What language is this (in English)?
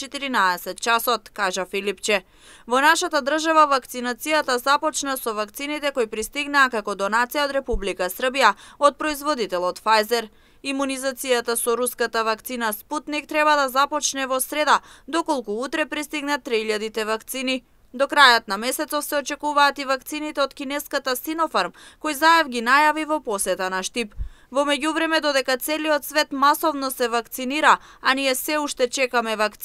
Macedonian